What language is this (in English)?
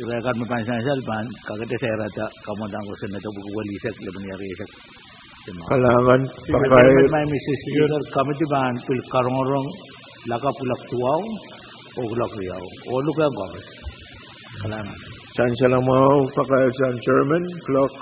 Pohnpeian